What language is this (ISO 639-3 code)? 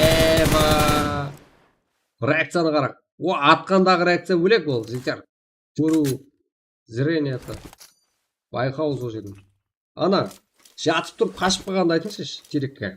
kaa